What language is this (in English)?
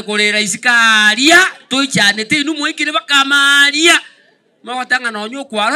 Gusii